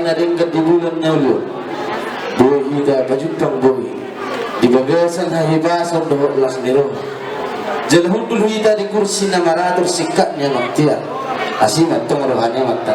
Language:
Batak Toba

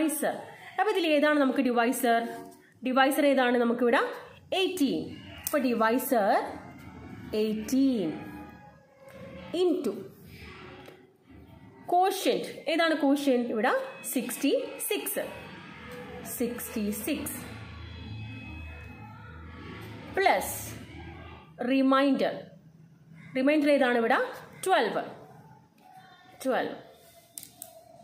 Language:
Malayalam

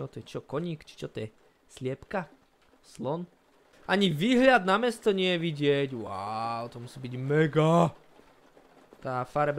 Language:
Slovak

